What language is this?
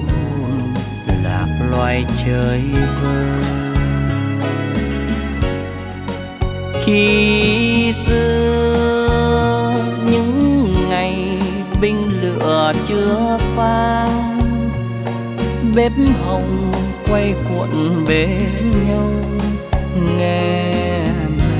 Vietnamese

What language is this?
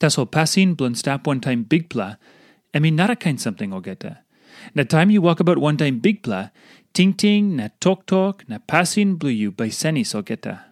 Tok Pisin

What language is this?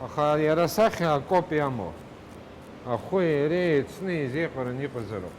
Abkhazian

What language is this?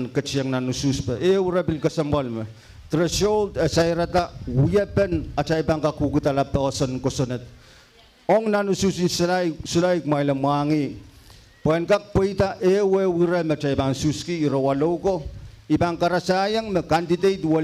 Pohnpeian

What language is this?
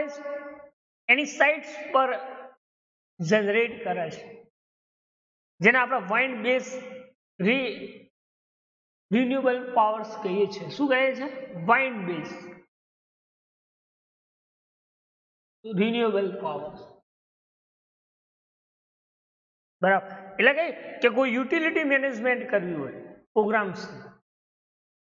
Gujarati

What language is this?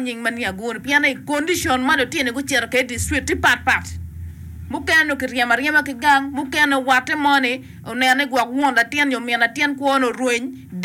Acoli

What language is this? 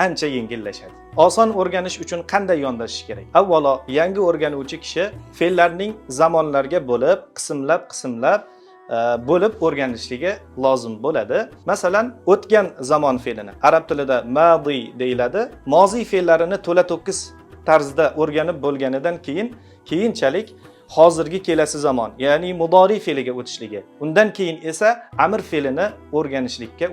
Uzbek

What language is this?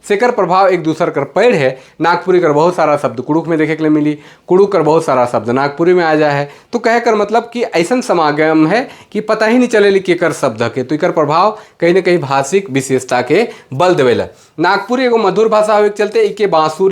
Sadri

